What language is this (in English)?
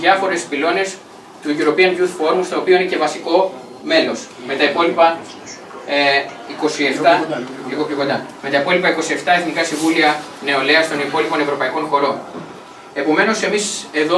Greek